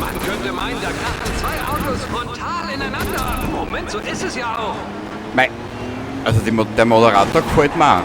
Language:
Bavarian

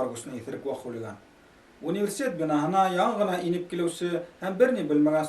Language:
Bashkir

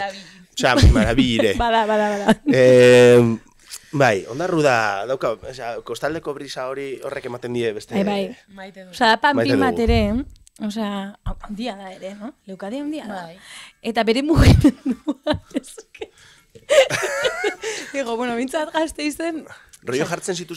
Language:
Basque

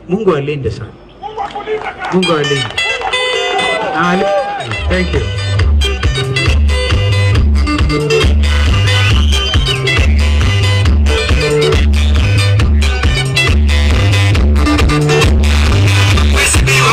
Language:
Swahili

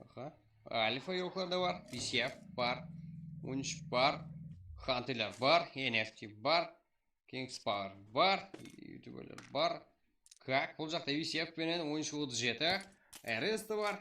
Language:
Kara-Kalpak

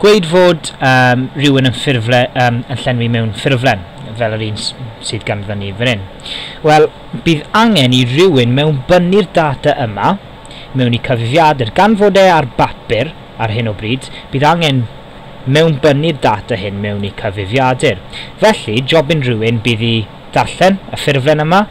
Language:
Welsh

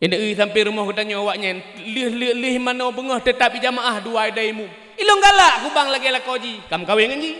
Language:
Achinese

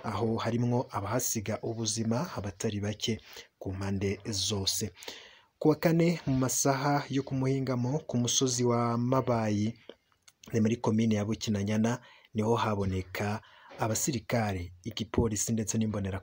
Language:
Rundi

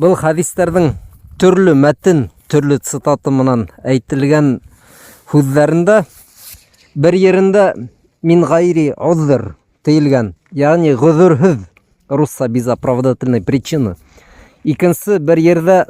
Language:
Bashkir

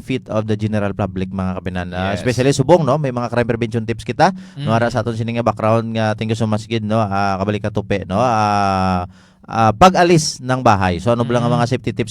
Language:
Hiligaynon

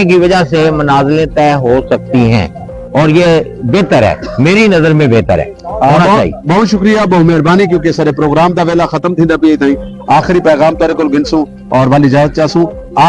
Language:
Saraiki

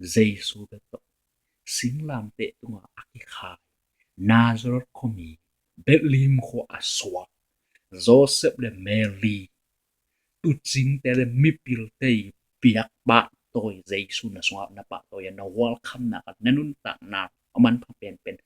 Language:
Tedim Chin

